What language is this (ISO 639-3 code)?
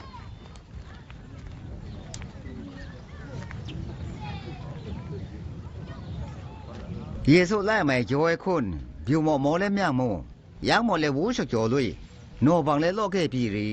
atb